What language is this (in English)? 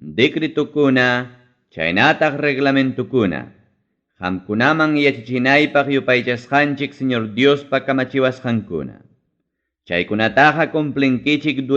Ayacucho Quechua